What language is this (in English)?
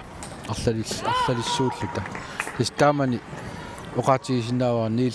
Kalaallisut